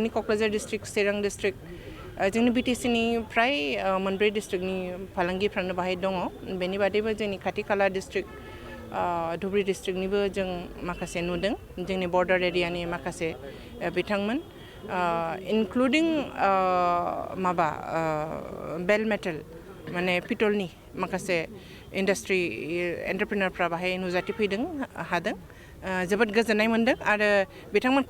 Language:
Bodo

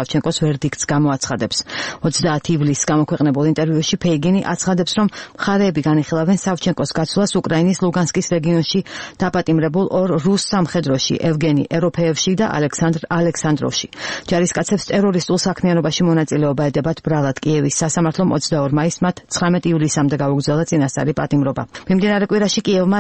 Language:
Georgian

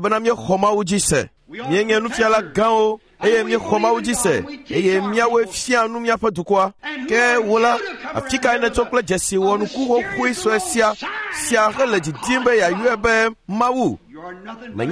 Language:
Ewe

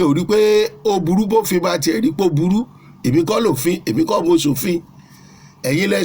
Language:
Yoruba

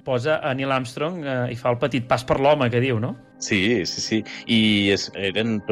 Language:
Catalan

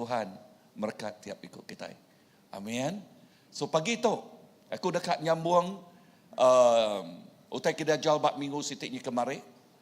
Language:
Iban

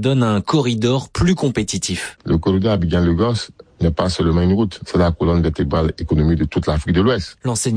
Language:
French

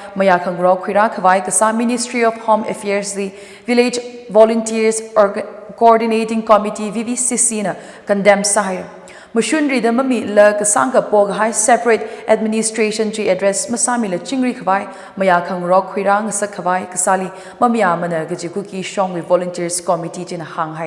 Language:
Tangkhul Naga (India)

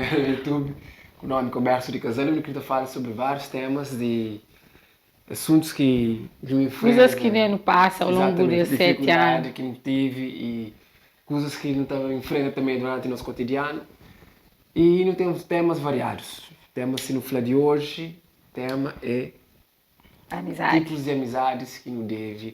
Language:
Kabuverdianu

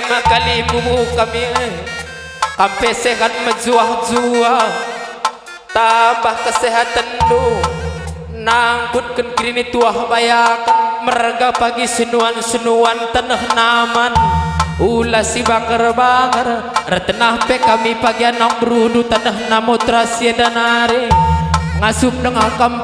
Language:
Batak Karo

